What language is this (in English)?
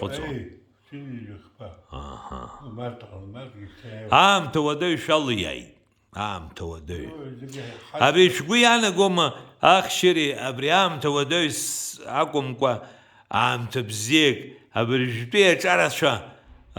Abkhazian